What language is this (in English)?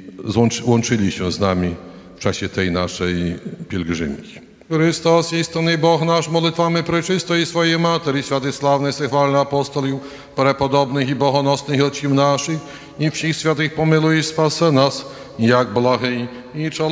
Ukrainian